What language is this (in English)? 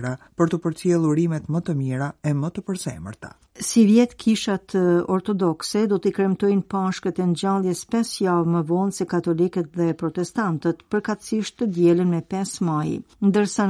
Albanian